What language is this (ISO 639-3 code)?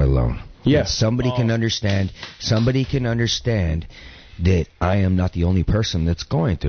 eng